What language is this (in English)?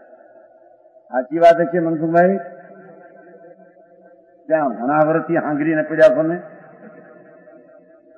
Gujarati